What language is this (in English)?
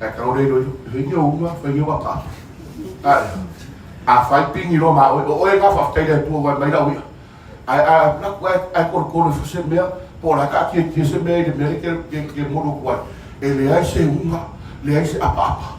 Samoan